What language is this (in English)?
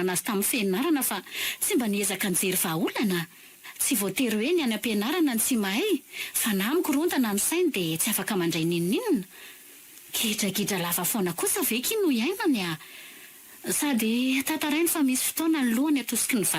Malagasy